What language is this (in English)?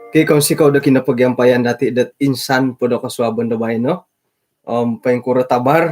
Central Dusun